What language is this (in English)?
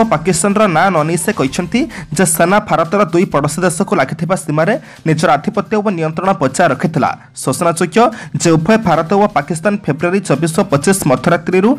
Odia